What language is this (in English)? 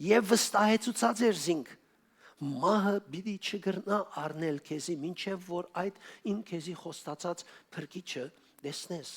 Western Armenian